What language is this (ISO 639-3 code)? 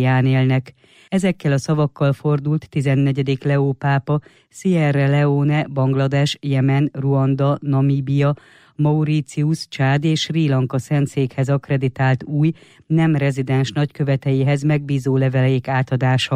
hun